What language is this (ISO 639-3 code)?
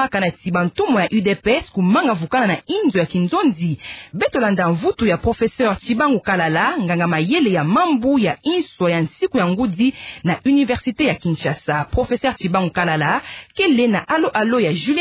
ktu